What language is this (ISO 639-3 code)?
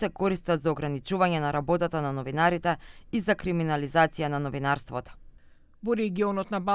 mkd